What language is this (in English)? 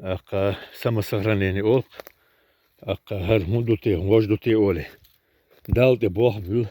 Chechen